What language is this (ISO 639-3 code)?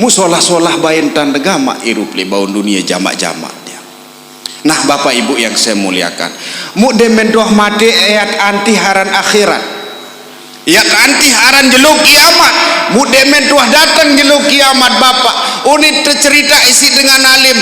sas